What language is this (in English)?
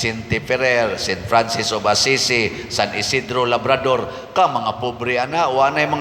Cebuano